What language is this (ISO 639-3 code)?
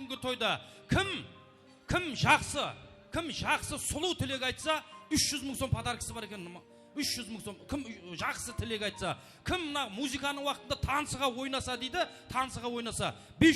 kaa